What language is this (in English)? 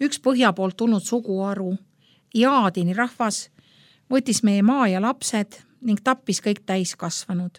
Estonian